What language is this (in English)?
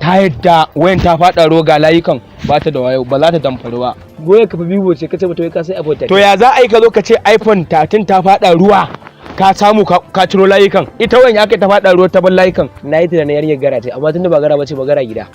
Hausa